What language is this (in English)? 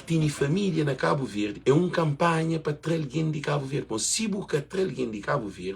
Kabuverdianu